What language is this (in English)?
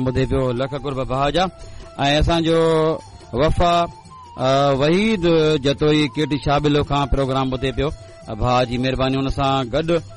Sindhi